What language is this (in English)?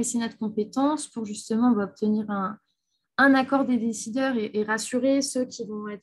French